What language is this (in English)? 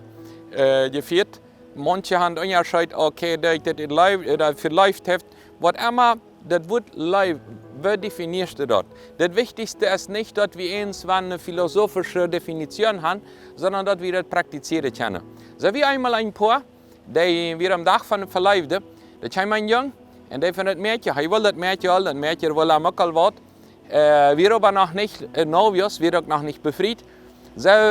Plautdietsch